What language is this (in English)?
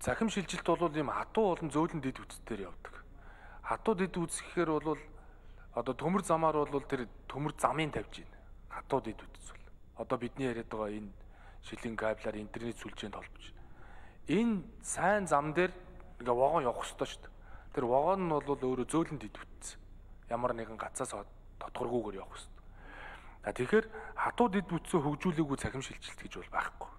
Mongolian